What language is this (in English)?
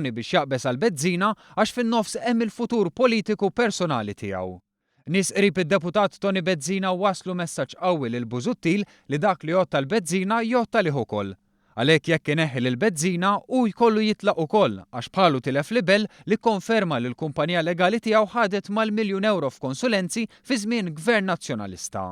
Maltese